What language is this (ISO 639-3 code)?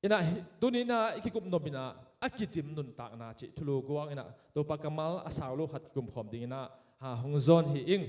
ctd